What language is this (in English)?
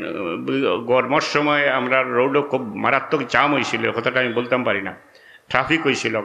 Sylheti